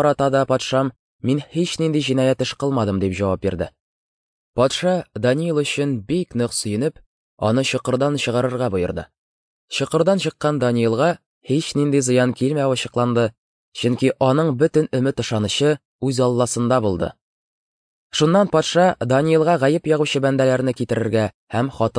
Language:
Tatar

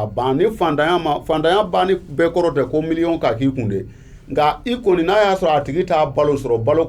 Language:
Bambara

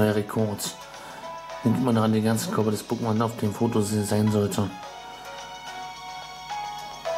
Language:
German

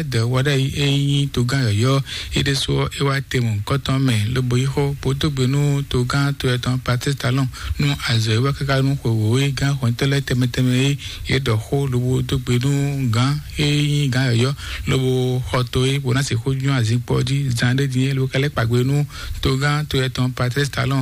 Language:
Fon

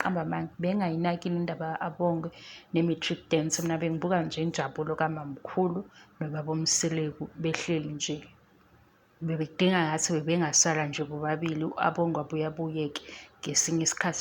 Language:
Zulu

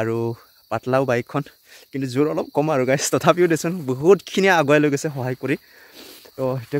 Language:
Assamese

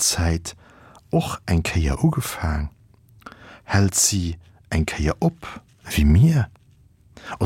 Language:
Luxembourgish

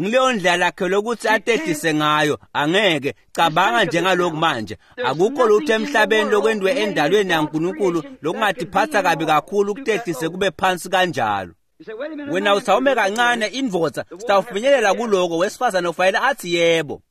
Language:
Swati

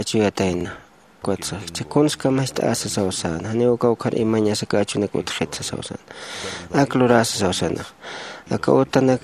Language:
Aymara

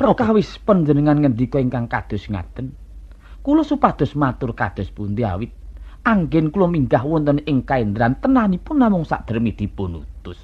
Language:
Javanese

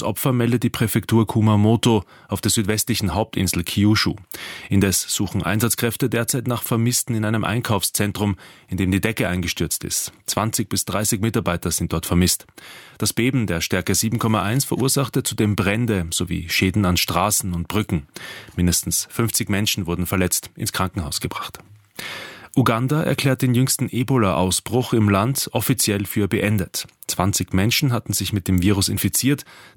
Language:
German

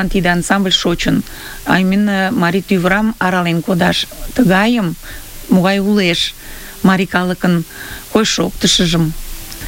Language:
Mari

